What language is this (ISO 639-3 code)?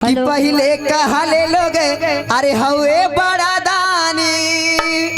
mag